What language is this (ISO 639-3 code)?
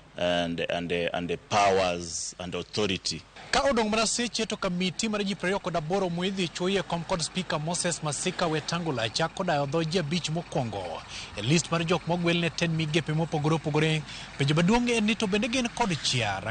luo